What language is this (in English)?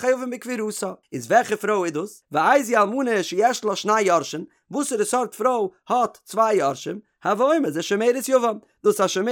Yiddish